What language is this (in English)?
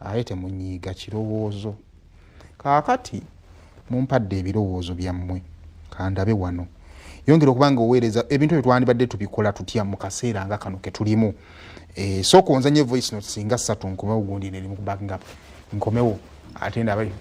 Ganda